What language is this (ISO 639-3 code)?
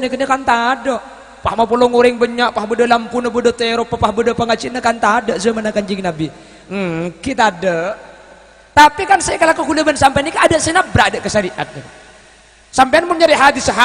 mad